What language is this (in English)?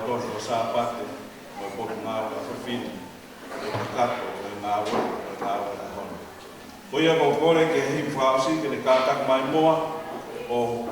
Tongan